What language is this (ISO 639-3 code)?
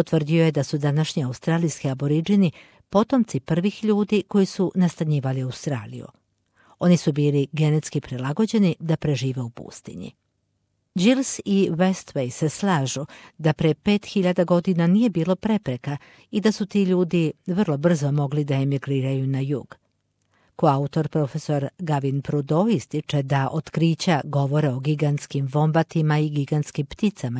srp